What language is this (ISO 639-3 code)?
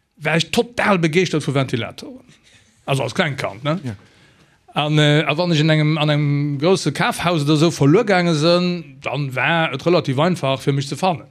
ltz